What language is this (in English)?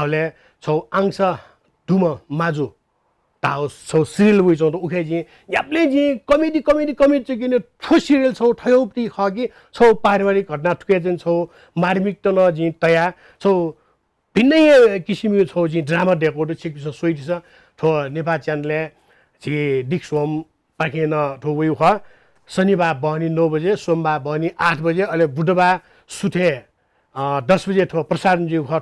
Newari